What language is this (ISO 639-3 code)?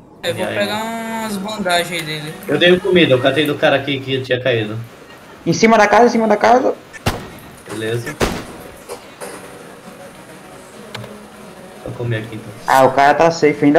por